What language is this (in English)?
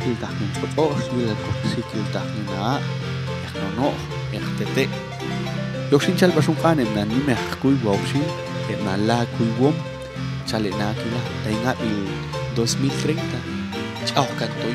Popti'